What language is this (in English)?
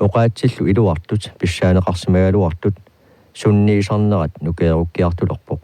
Kalaallisut